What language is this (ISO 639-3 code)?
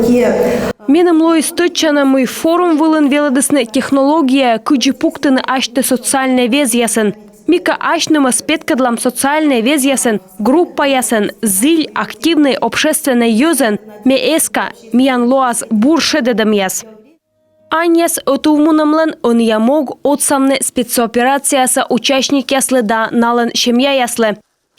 kom